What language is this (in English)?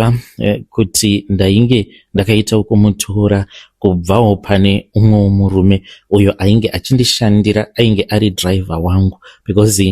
Shona